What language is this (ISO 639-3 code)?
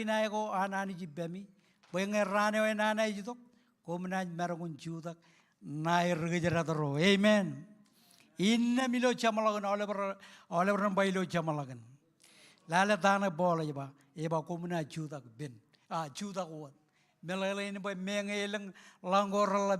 mah